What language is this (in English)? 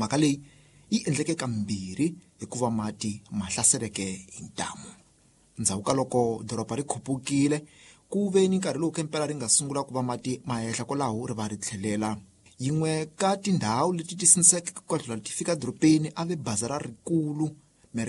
Tsonga